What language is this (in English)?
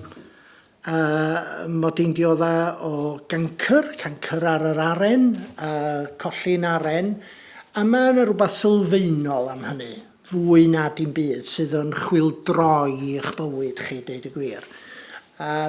Welsh